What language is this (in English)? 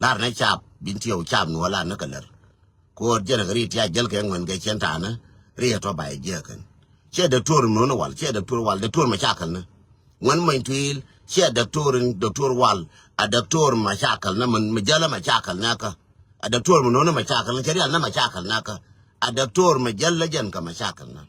Nuer